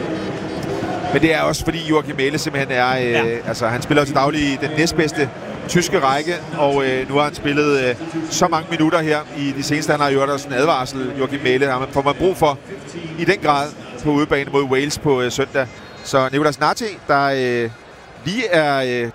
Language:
Danish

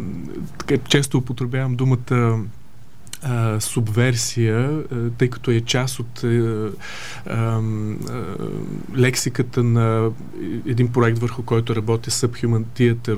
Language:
Bulgarian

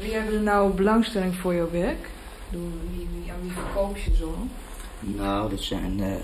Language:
Western Frisian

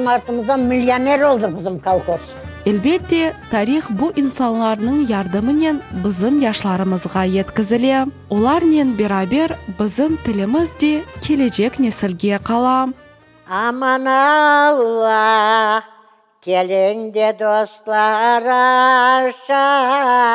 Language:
Crimean Tatar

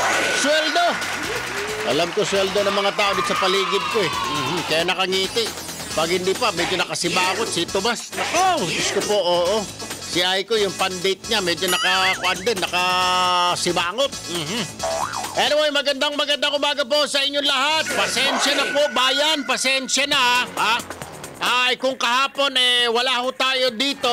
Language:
Filipino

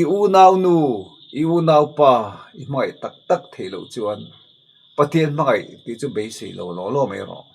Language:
Mizo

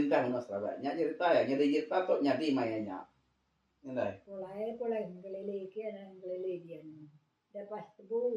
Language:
Iban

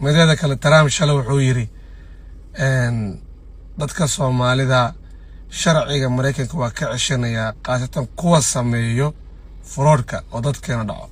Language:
Somali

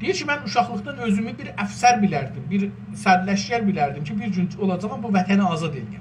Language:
South Azerbaijani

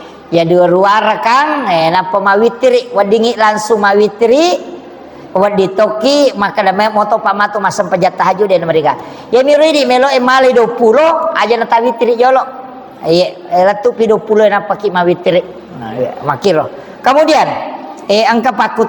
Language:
Buginese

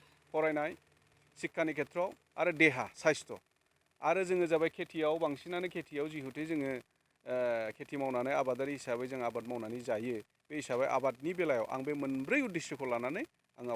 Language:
Bodo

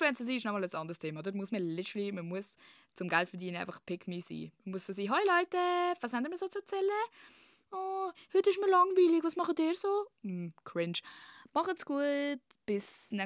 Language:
Swiss German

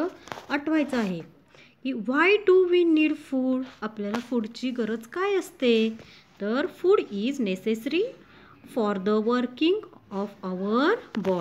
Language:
Marathi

